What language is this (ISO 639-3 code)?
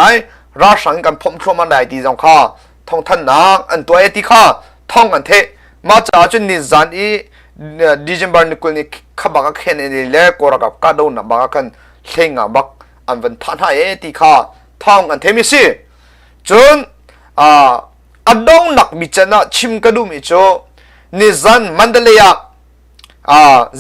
cnh